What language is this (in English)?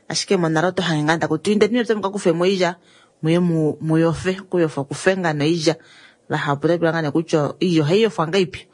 Kuanyama